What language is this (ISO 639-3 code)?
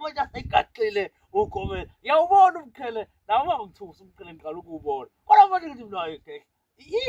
zul